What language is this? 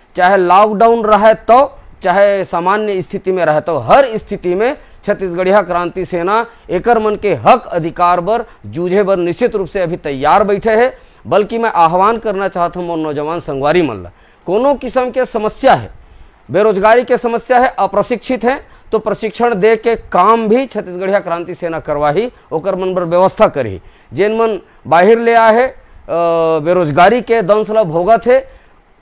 Chhattisgarhi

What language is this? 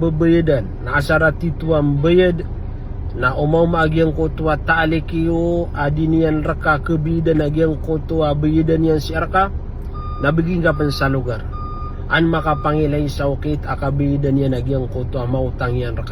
Maranao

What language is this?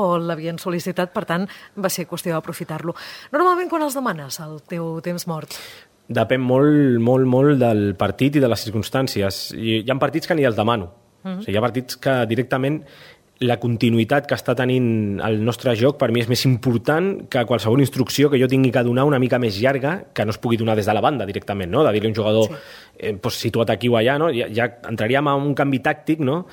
Catalan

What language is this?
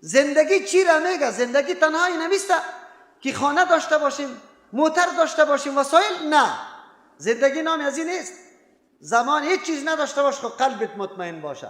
Persian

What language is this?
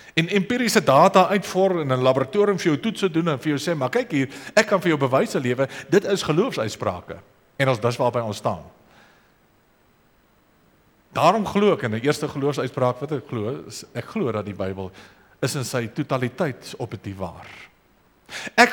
Afrikaans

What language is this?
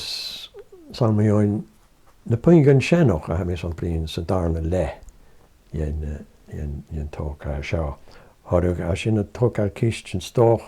Scottish Gaelic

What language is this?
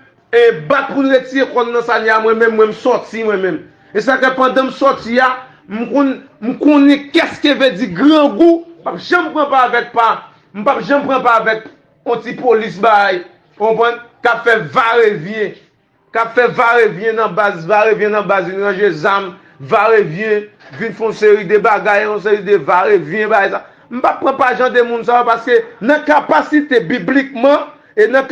Haitian Creole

